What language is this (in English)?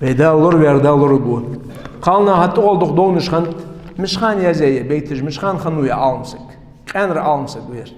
Ingush